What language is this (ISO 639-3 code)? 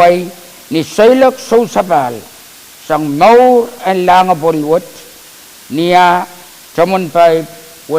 pon